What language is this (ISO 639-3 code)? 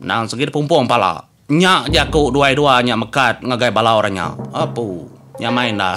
iba